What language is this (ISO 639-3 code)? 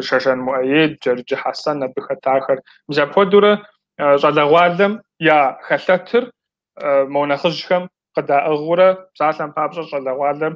kbd